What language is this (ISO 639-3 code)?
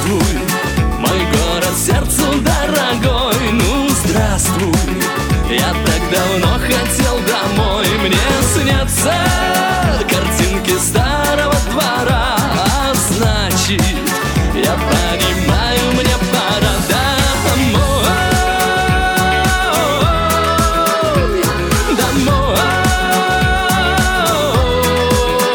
rus